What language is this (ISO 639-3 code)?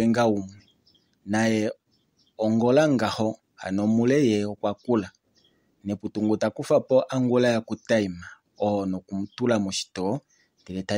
kua